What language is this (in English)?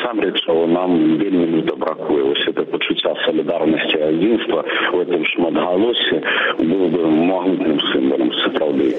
Belarusian